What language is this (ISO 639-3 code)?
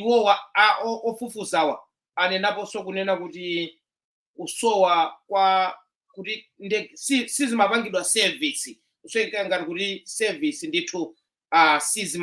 nya